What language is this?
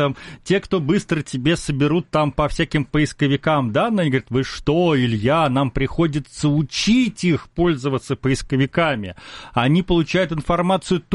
Russian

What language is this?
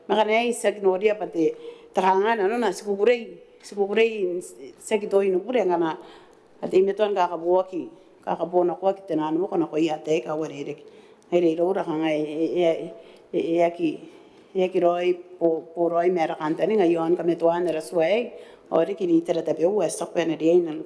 Gilbertese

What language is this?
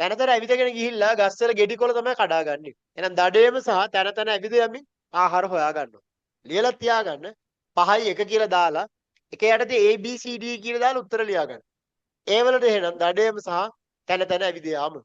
Sinhala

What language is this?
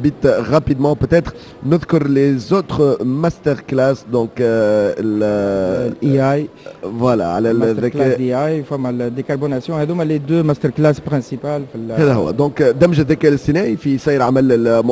Tunisian Arabic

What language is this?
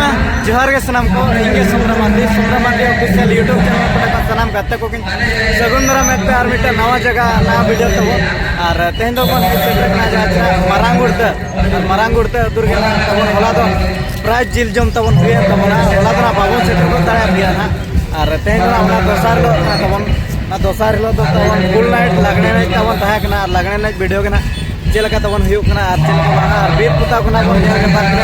Santali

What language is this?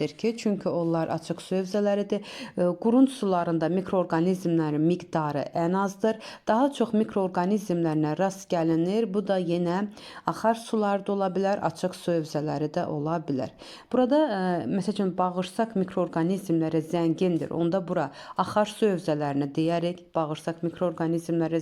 Azerbaijani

